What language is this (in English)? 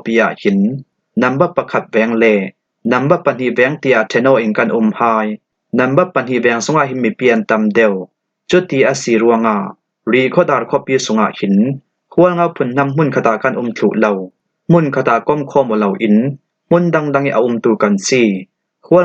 Falam Chin